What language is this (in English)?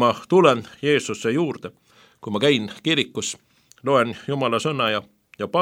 Estonian